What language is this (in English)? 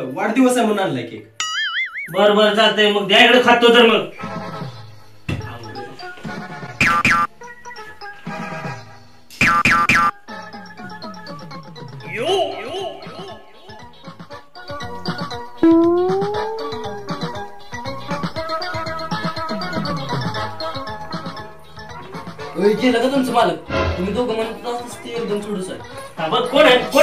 Marathi